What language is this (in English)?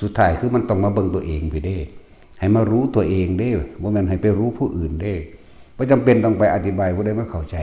Northeastern Thai